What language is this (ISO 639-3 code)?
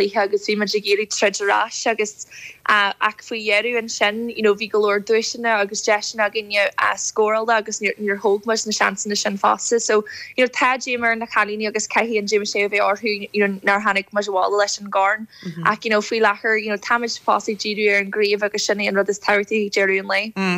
gle